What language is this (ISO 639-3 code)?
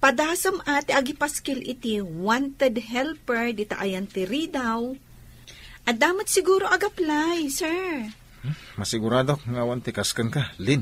ilo